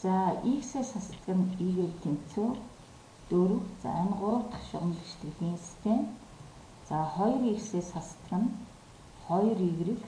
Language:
Mongolian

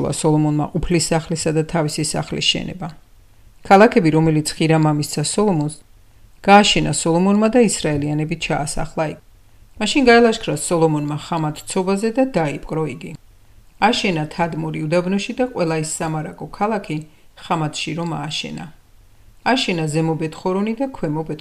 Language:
Georgian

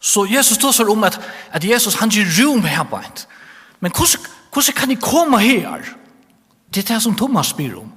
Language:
Faroese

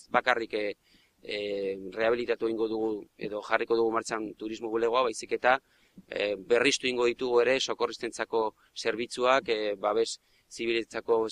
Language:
Basque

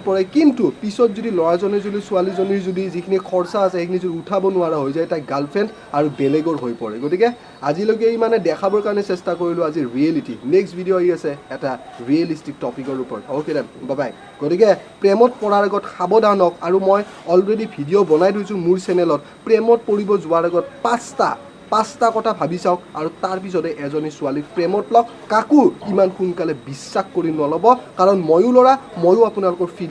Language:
Assamese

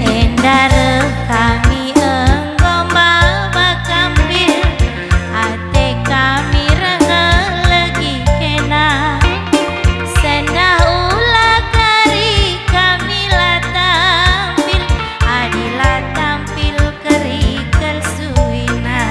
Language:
Batak Karo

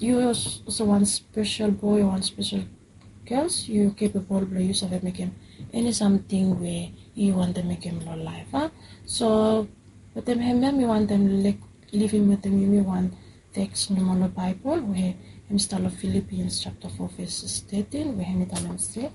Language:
Bislama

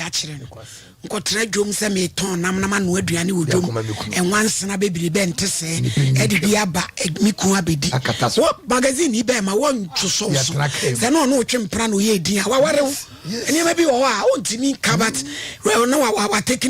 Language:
Akan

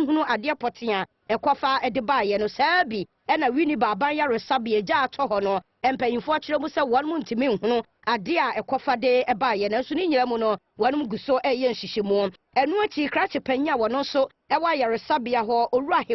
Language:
Akan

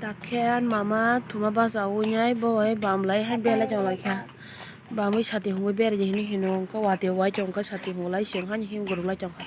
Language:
Kok Borok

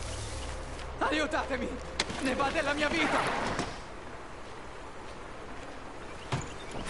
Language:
Italian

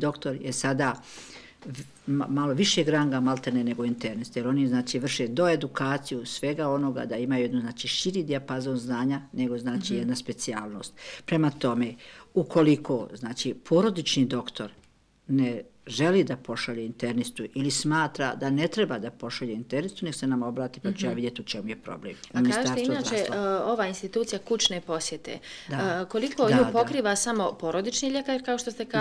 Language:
Bosnian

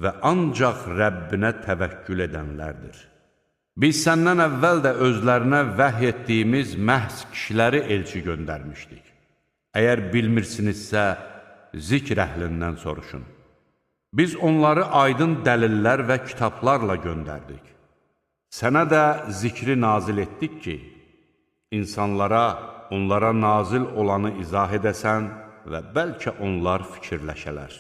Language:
Azerbaijani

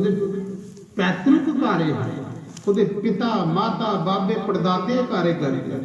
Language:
Dogri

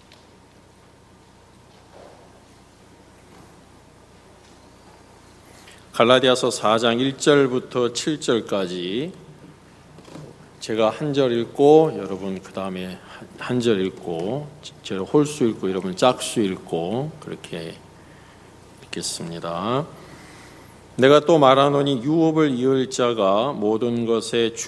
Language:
Korean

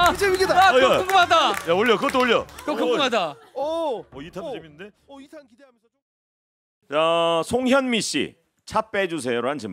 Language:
Korean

